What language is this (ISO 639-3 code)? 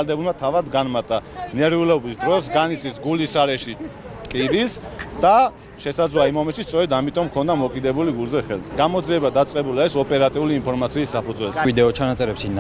kat